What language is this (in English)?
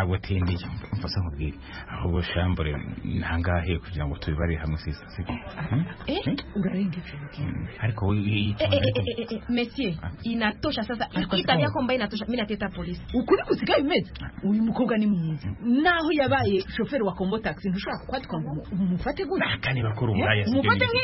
Kinyarwanda